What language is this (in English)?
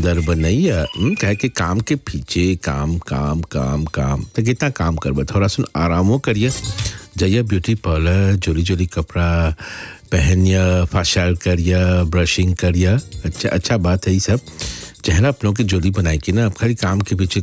Bhojpuri